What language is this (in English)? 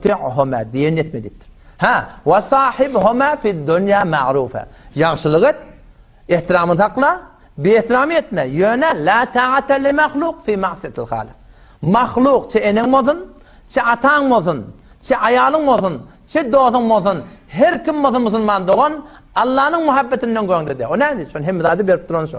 Turkmen